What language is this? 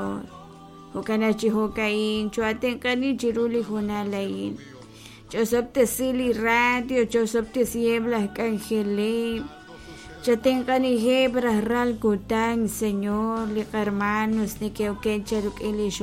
Kekchí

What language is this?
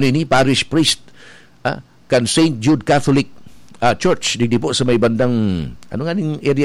Bikol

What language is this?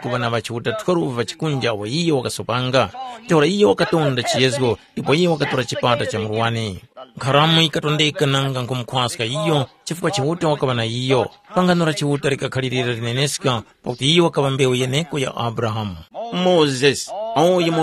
Tumbuka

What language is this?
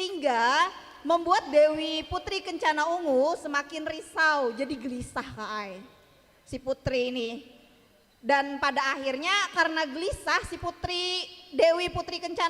Banjar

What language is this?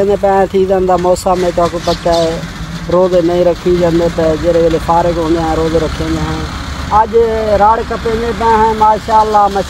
Saraiki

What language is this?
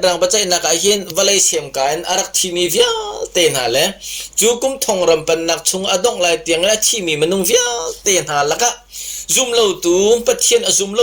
Hakha Chin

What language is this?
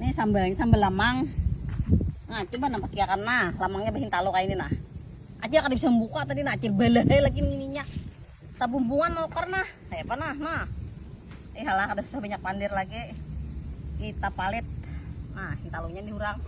Banjar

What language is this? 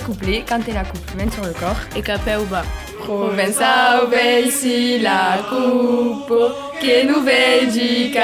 Occitan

